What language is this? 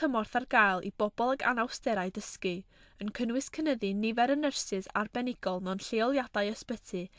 Welsh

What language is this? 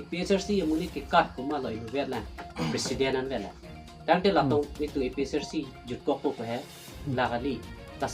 Karbi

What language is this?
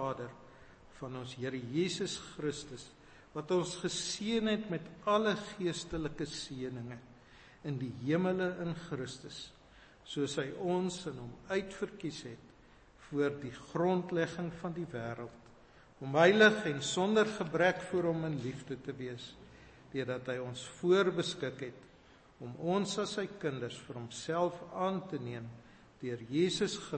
Afrikaans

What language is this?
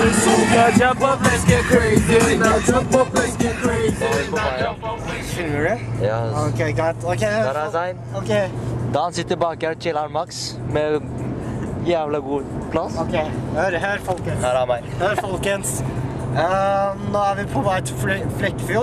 Norwegian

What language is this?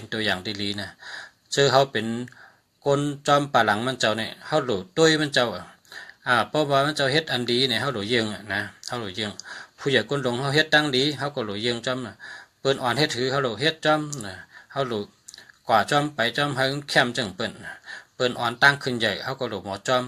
Shan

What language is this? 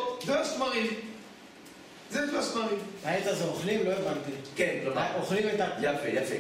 Hebrew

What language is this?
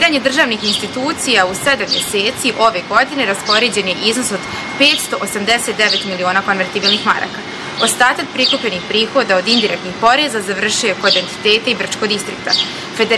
Bosnian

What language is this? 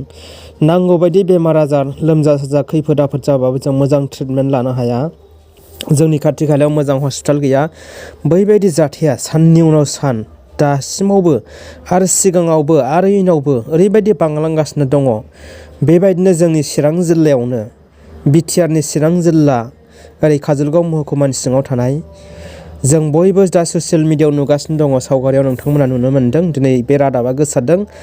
Bodo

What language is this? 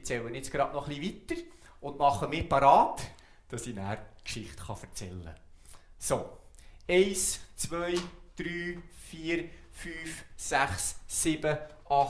Swiss German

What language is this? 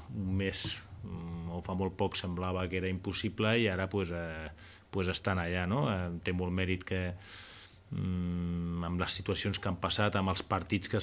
Catalan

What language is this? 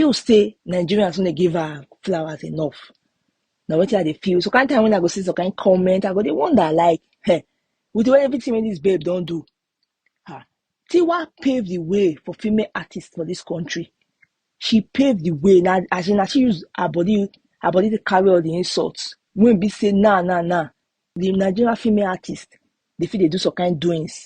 Nigerian Pidgin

